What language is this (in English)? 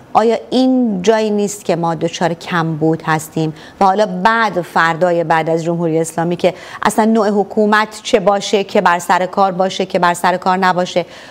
Persian